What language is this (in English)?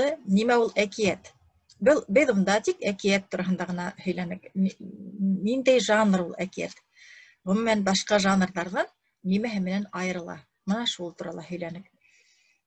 Bashkir